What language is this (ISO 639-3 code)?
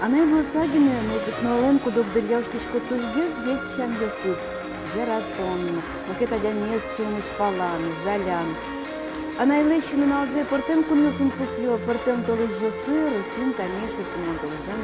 udm